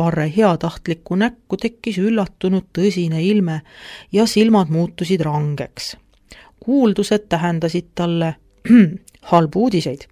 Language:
Estonian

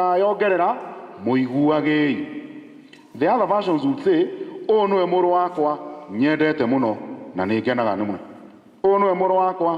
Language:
Kikuyu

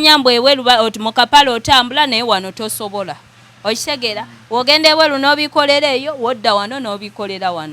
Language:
Ganda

